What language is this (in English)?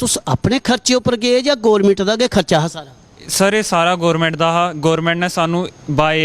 Dogri